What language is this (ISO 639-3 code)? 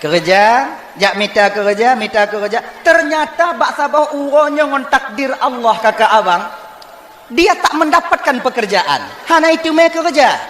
ace